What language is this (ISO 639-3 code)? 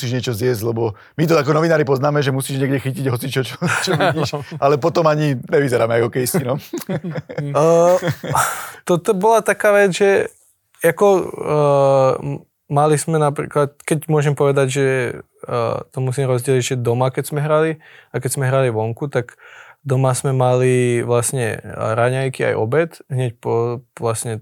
slk